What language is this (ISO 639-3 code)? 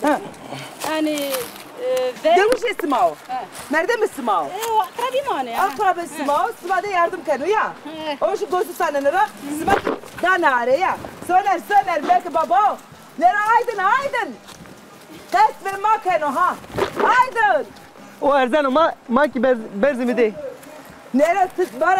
zza